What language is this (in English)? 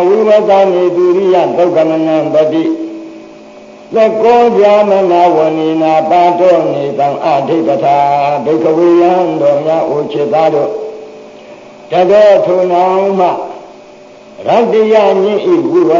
Burmese